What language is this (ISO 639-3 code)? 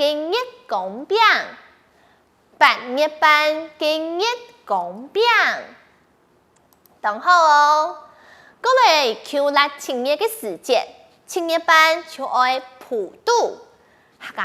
hak